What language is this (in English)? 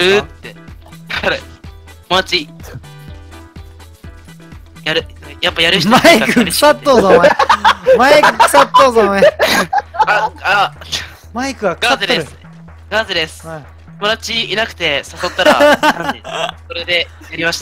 Japanese